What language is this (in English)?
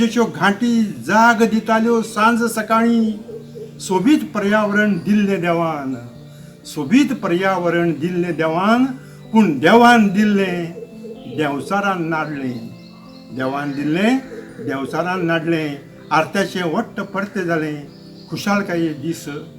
Konkani